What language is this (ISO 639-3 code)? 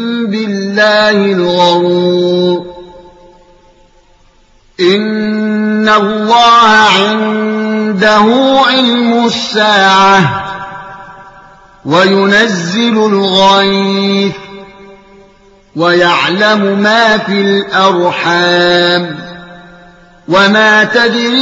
ara